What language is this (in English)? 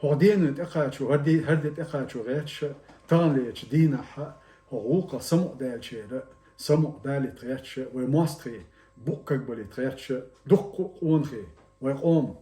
Chechen